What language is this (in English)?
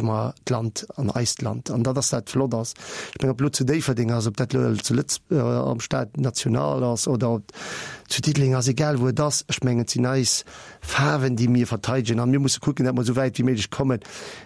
Luxembourgish